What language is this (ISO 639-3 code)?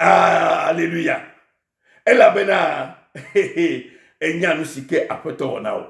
ewe